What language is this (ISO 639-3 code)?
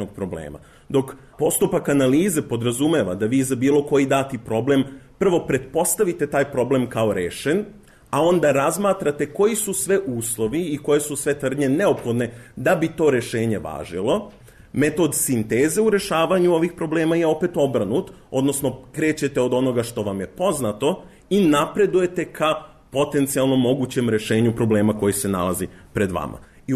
srp